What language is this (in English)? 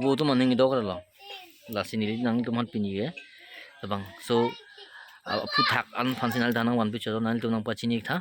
Karbi